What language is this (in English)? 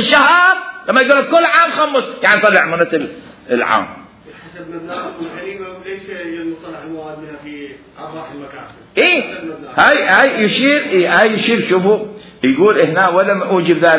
Mesopotamian Arabic